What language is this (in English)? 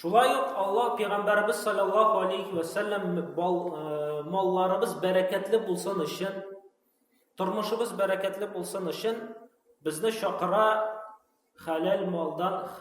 Tatar